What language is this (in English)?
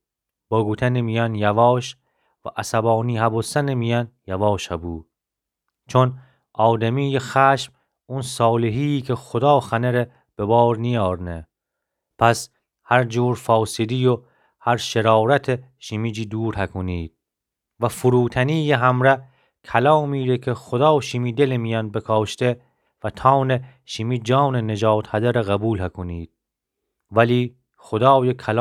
Gilaki